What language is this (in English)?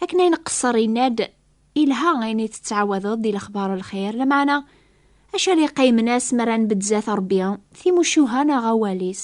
Kabyle